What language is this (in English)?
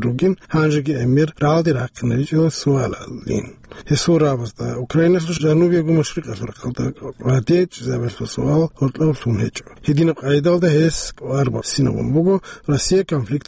Avaric